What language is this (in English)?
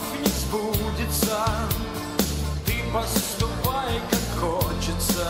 Russian